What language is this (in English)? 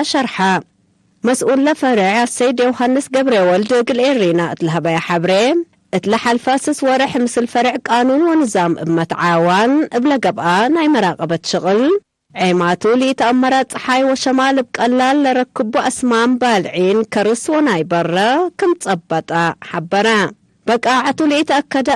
Tigre